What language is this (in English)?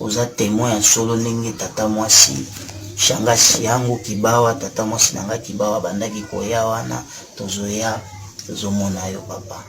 Lingala